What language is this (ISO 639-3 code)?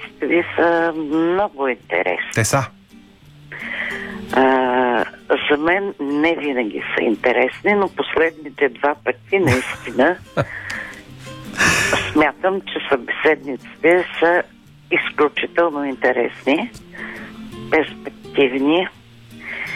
bul